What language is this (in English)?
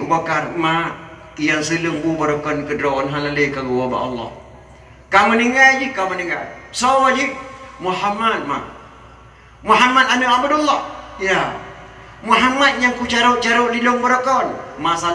Achinese